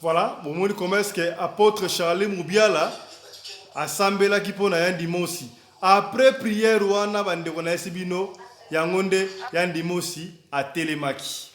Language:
Lingala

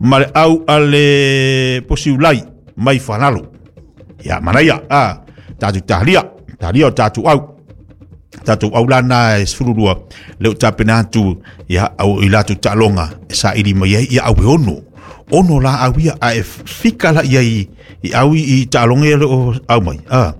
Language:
Samoan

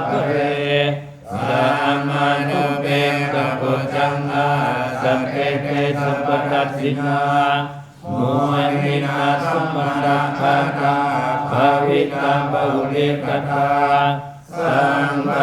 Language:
Pali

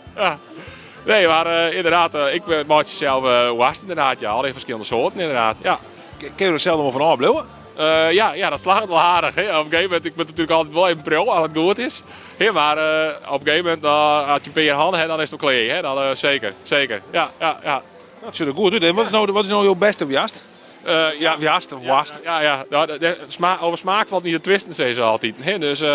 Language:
Western Frisian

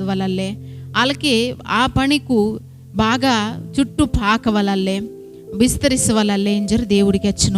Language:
Koya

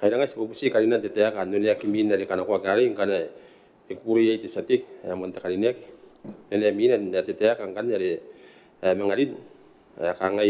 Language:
Gilbertese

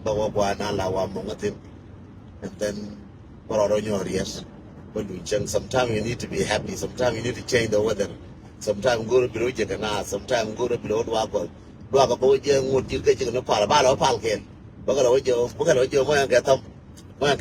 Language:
Nuer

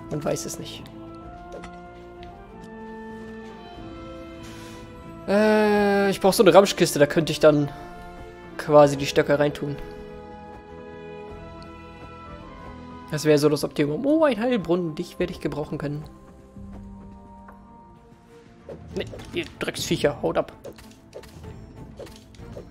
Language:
German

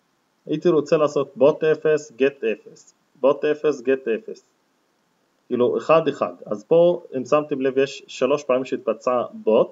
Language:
Hebrew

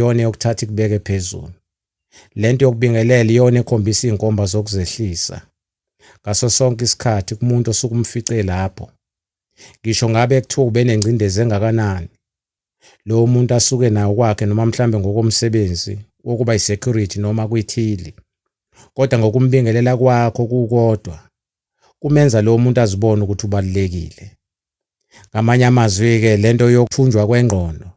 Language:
Zulu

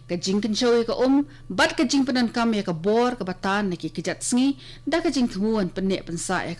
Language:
Khasi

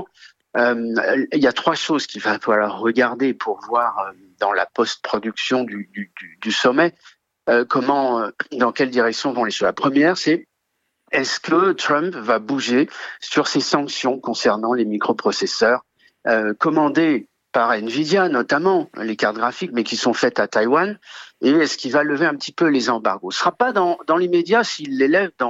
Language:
French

